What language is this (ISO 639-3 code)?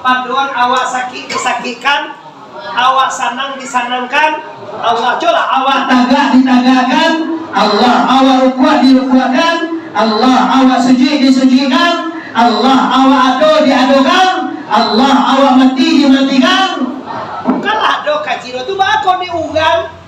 min